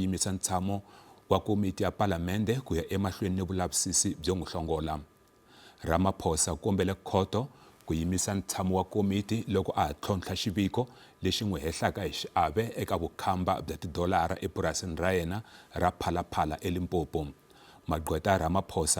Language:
Tsonga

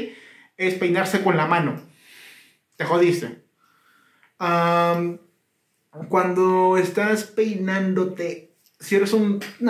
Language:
Spanish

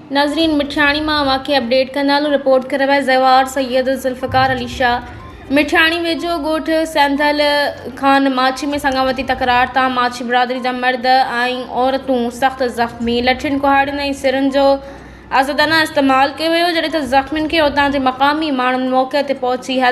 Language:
Sindhi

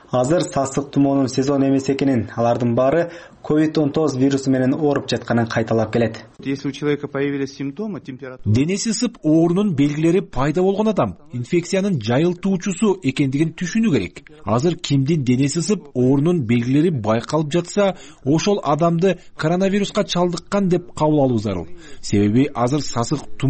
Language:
Kyrgyz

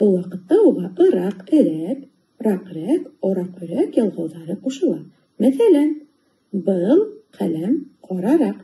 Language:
Bashkir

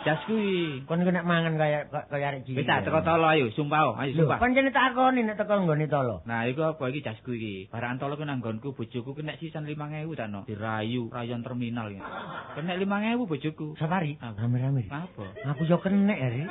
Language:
Javanese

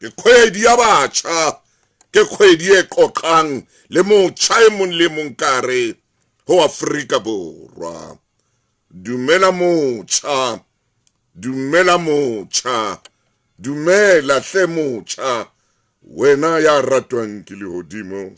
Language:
Southern Sotho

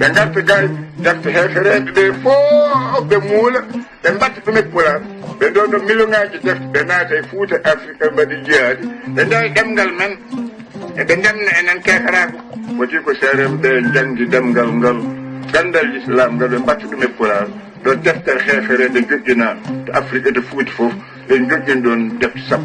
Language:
Fula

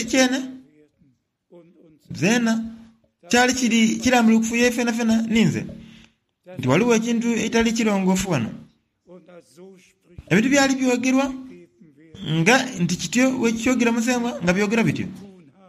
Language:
Soga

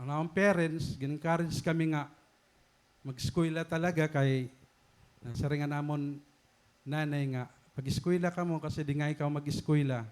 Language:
Waray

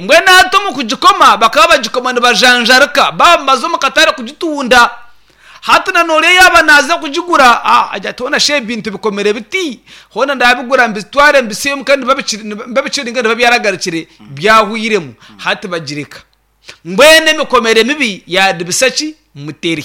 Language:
Nyankole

